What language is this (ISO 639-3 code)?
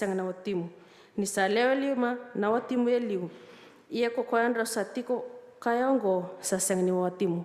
fij